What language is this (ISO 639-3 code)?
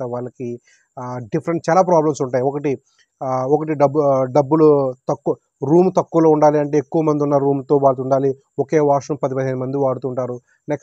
tel